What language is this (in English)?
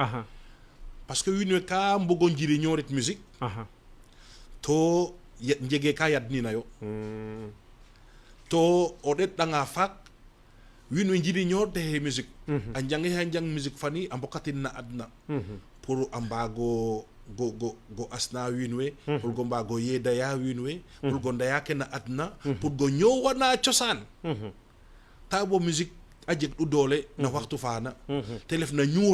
Serer